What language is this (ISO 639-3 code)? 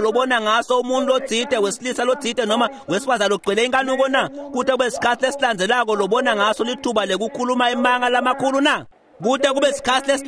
ssw